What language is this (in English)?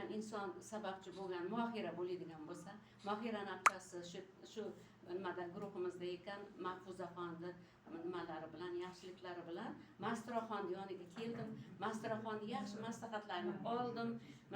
Uzbek